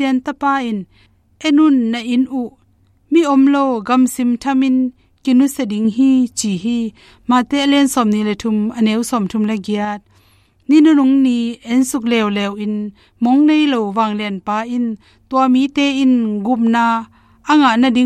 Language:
Tedim Chin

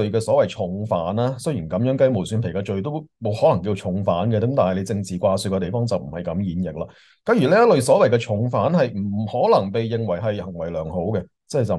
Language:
Cantonese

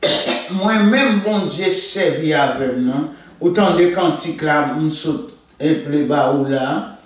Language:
Haitian Creole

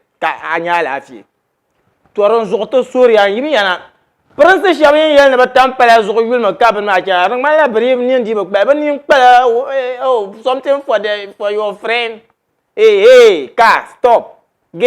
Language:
Dagbani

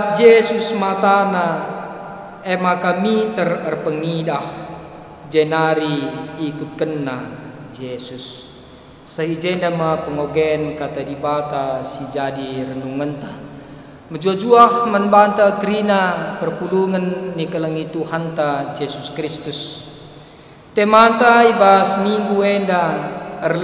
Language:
Batak Karo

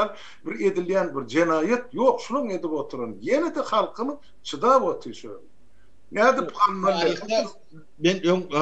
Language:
Turkmen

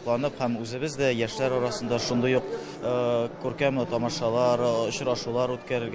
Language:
Tatar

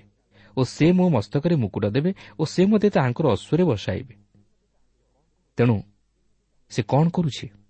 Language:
Odia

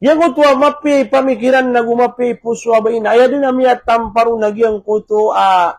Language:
Maranao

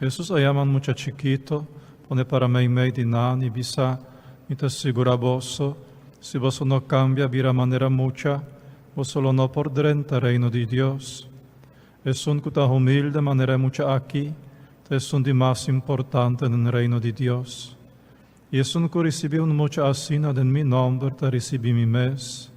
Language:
Papiamento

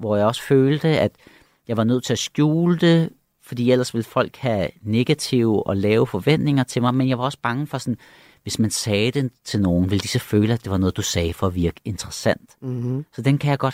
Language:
Danish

